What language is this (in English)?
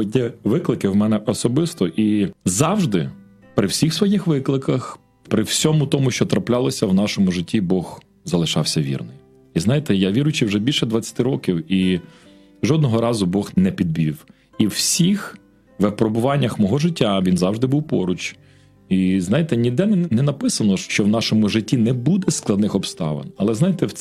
Ukrainian